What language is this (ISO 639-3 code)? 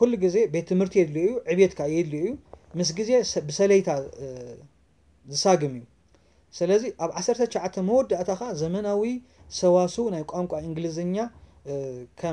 tir